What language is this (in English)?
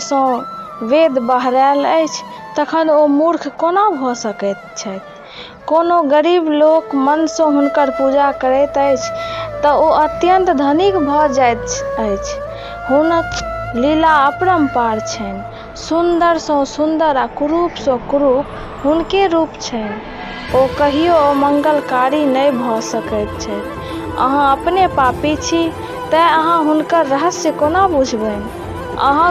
Maithili